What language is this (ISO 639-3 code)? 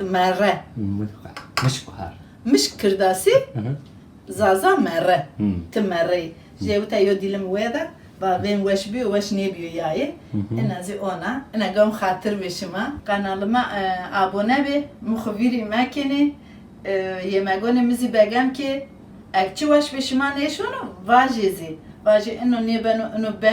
zza